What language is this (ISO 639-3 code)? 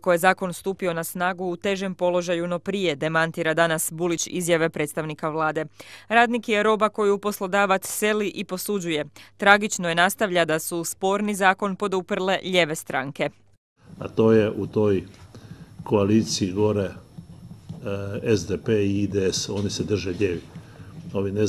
hrv